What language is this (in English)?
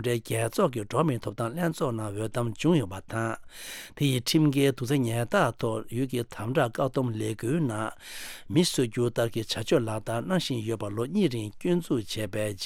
Tibetan